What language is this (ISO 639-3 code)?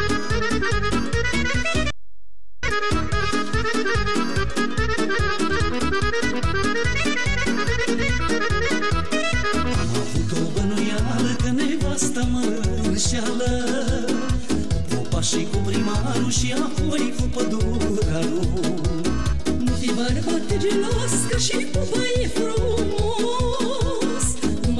ron